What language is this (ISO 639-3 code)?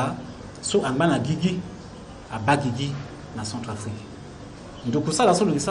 sag